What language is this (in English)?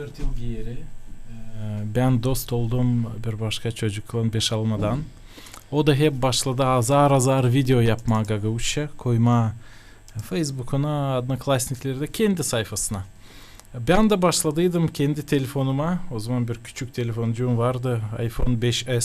Gagauz